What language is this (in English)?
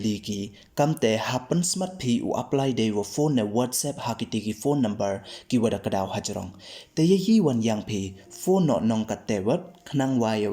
Pnar